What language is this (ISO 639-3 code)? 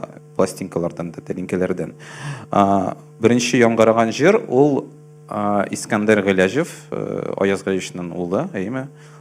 tat